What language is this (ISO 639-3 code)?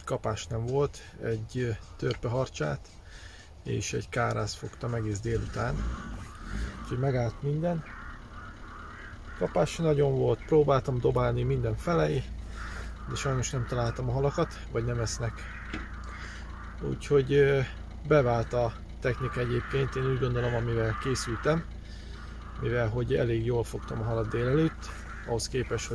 hun